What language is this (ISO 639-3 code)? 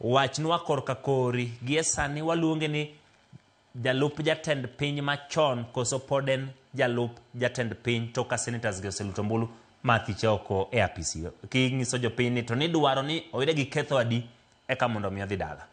luo